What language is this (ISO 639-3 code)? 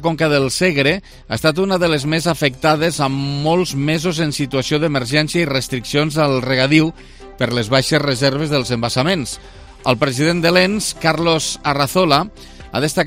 cat